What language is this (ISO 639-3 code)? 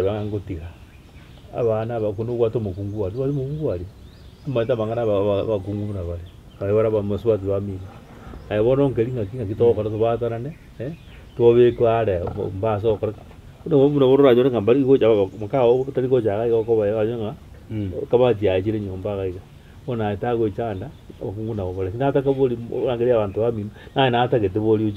guz